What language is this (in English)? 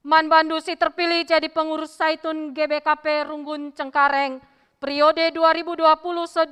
Batak Karo